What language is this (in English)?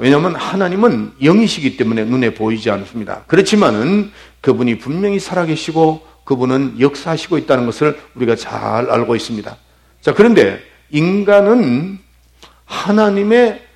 Korean